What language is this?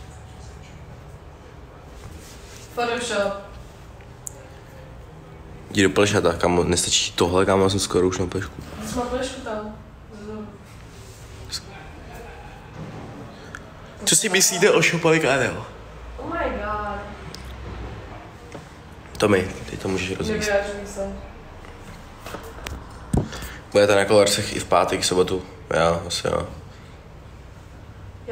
Czech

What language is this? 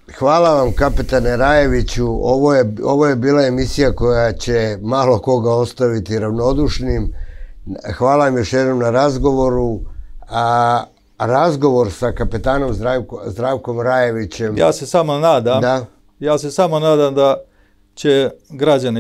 Serbian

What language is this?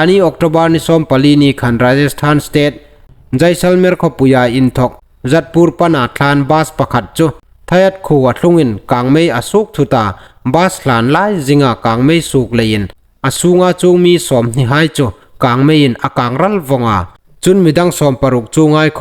Hmar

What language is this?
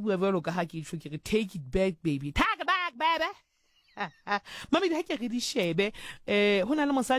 Southern Sotho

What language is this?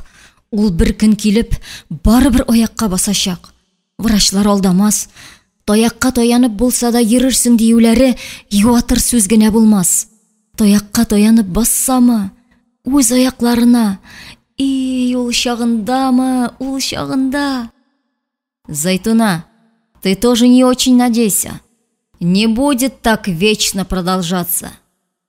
Tatar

